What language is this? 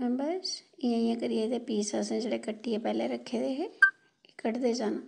Dogri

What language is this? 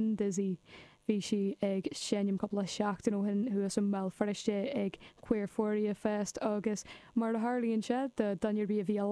Irish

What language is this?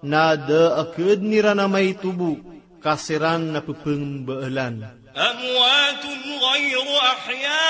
Maranao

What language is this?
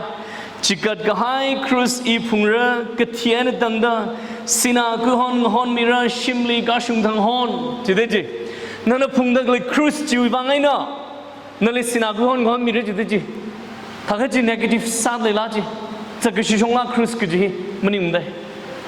Tangkhul Naga (India)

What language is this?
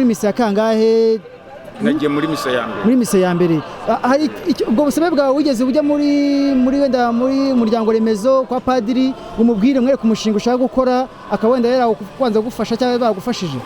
Kinyarwanda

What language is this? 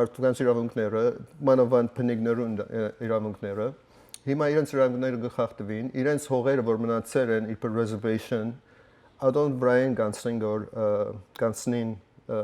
Western Armenian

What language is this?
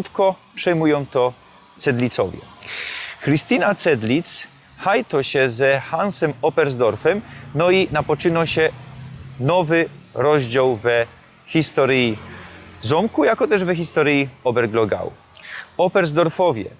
Silesian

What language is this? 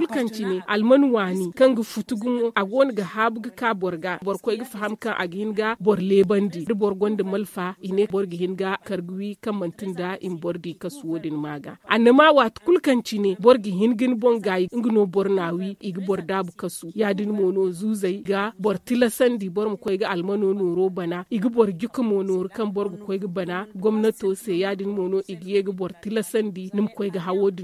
Zarma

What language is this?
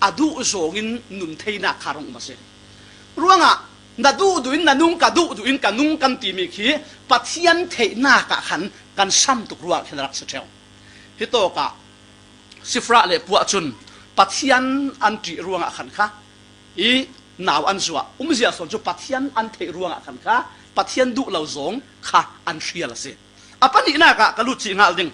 Falam Chin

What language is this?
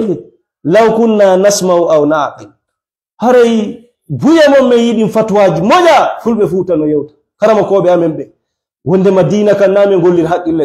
Fula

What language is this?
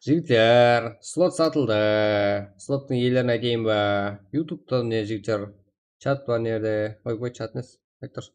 Kara-Kalpak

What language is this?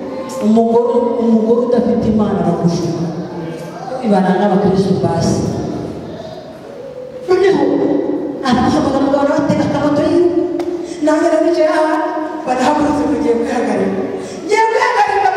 Kinyarwanda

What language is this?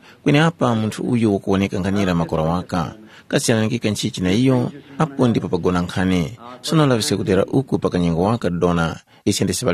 Tumbuka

